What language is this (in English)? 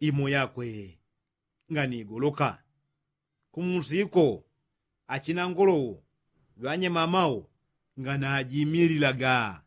Yao